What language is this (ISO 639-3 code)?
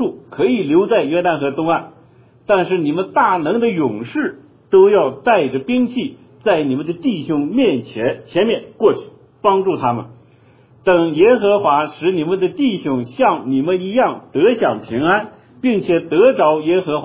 zho